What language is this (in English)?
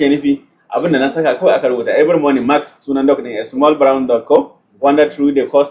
Hausa